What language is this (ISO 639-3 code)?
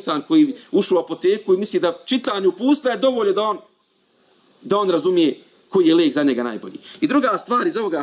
bos